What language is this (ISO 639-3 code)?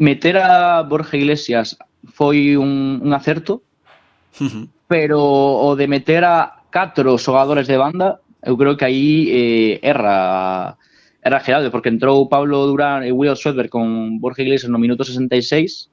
glg